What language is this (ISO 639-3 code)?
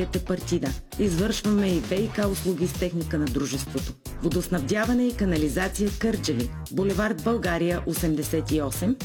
bul